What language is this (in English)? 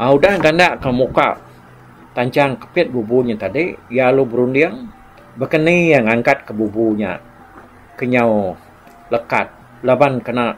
Iban